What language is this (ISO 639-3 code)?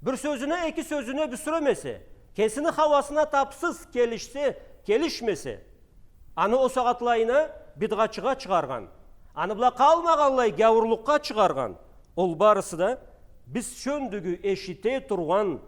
krc